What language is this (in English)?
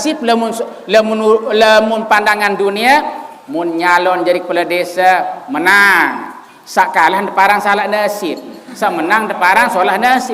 Sasak